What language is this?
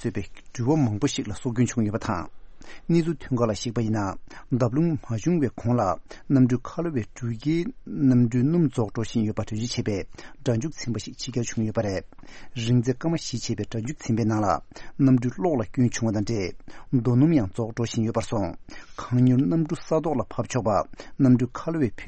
Tibetan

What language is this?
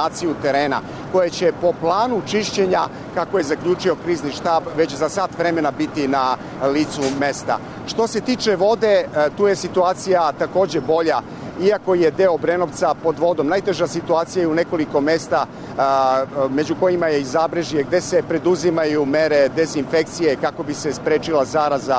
Serbian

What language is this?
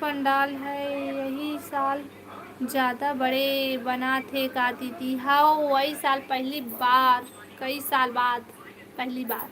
Chhattisgarhi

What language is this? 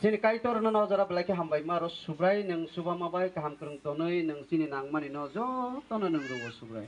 Kok Borok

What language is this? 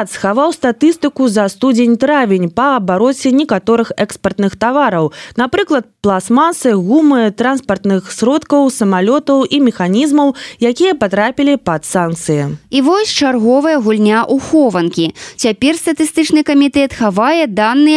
Belarusian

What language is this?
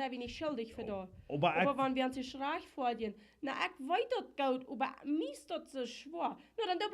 Plautdietsch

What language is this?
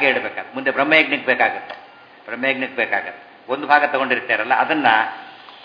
Kannada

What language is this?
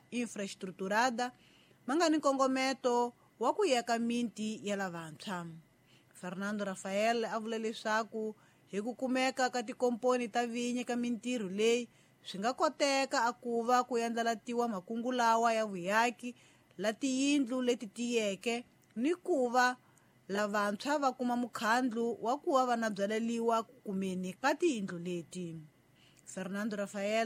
Tsonga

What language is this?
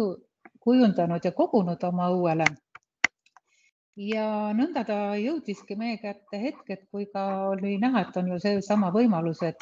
Estonian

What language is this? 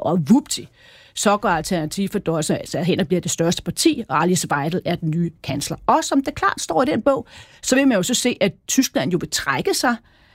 Danish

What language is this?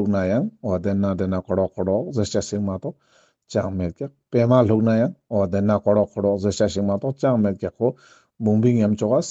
Ladakhi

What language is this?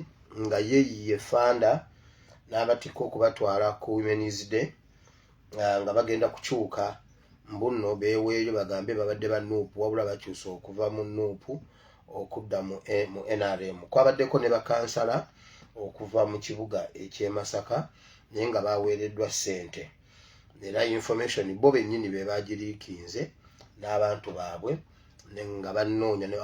Ganda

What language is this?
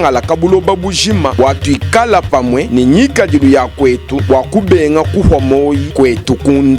Luba-Lulua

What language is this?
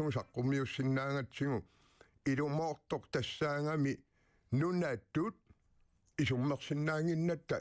Kalaallisut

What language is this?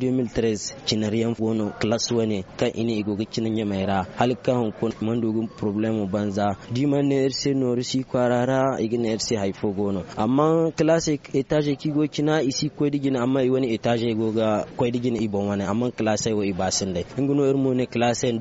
Zarma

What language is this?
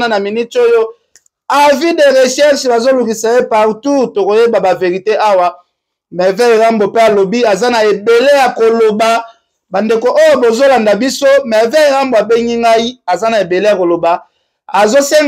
Lingala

